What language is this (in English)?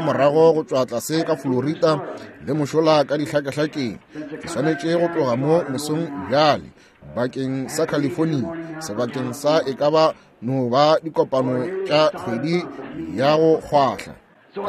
Northern Sotho